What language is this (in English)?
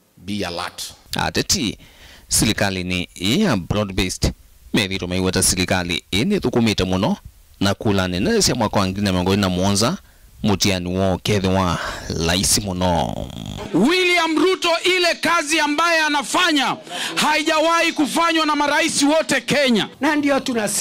Kamba